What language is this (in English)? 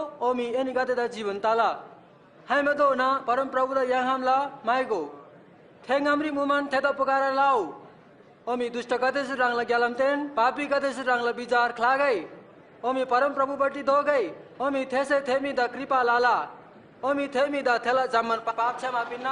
Eastern Tamang